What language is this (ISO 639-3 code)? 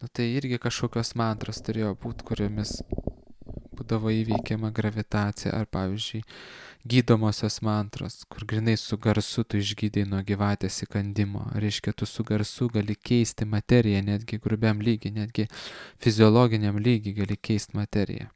lit